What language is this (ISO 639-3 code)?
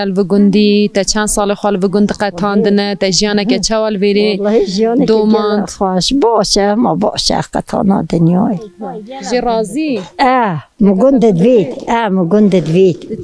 kur